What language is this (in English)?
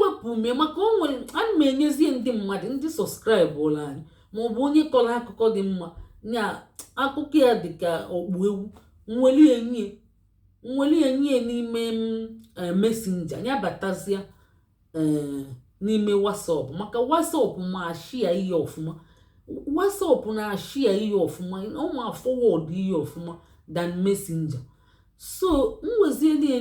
Igbo